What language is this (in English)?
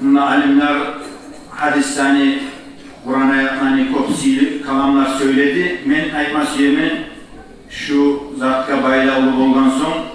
Kumyk